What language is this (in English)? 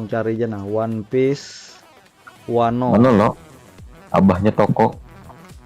Banjar